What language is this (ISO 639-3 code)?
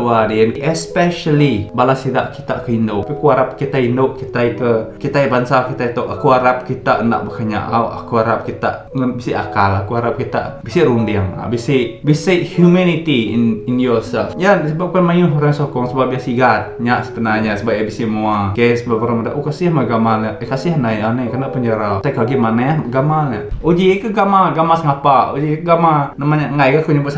iba